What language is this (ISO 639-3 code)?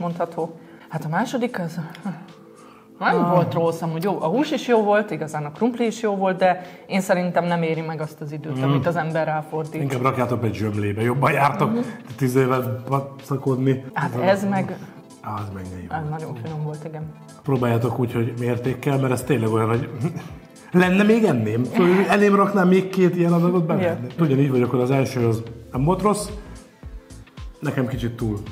hun